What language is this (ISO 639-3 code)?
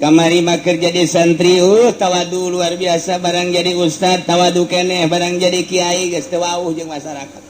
sun